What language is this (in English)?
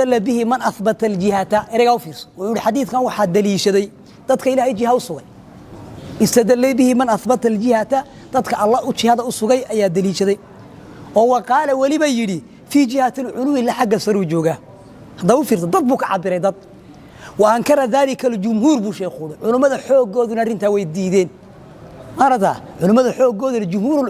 Somali